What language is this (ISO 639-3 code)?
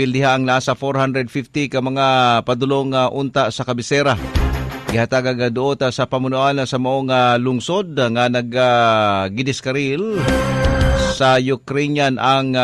ceb